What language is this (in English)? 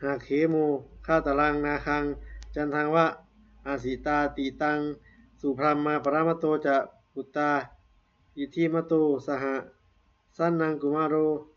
Pali